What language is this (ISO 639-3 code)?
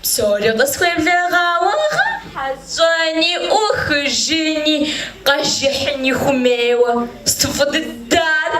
kbd